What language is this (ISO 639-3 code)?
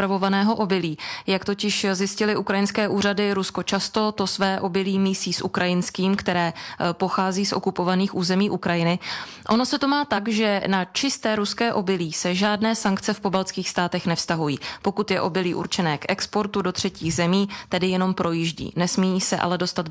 ces